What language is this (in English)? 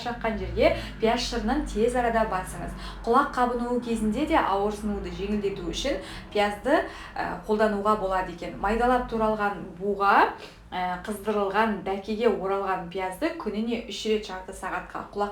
Kazakh